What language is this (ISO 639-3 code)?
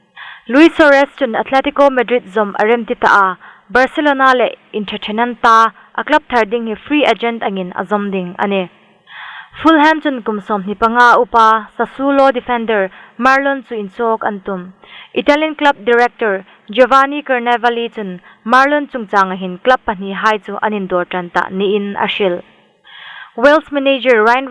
hmr